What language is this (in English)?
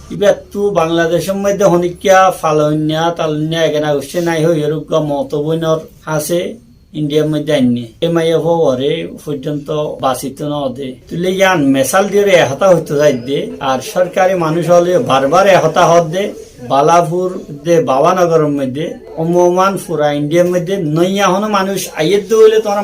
Rohingya